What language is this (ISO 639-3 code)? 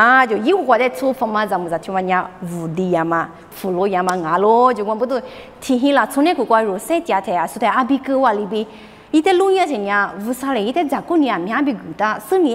lis